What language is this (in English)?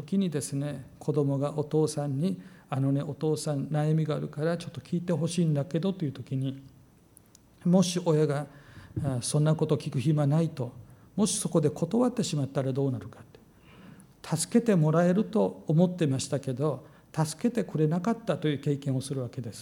Japanese